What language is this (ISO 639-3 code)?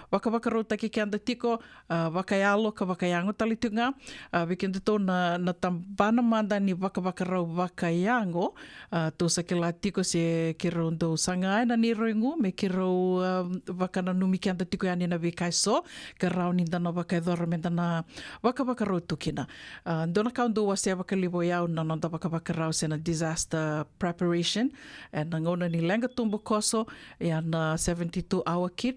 fij